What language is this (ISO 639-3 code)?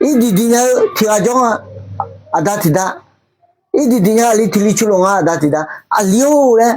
ahk